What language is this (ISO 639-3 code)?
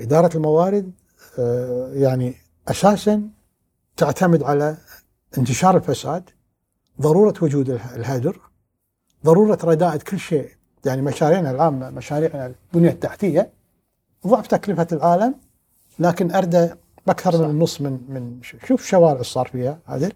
afb